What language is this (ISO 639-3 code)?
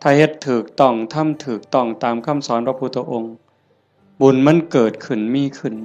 tts